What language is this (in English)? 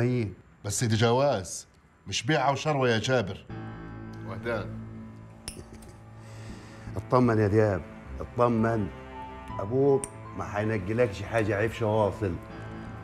Egyptian Arabic